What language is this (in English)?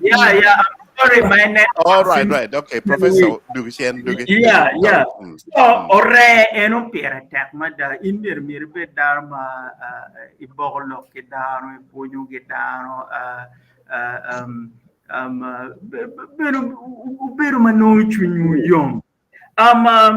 Acoli